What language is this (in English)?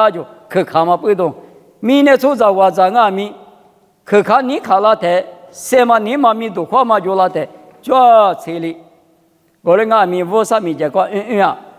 Lisu